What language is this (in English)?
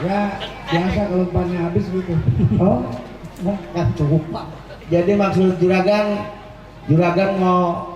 Betawi